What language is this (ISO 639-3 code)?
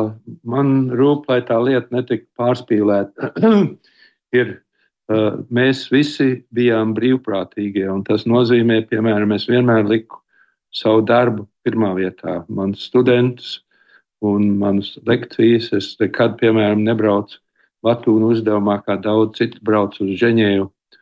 lav